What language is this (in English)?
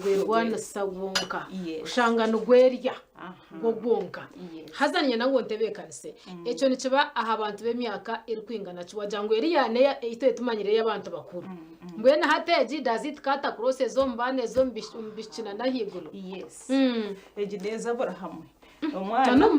Nyankole